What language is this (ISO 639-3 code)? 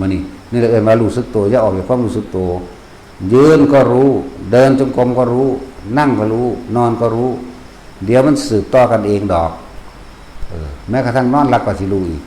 tts